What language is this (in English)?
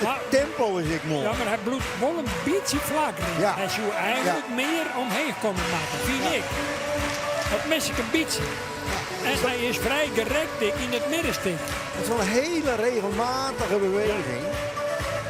Western Frisian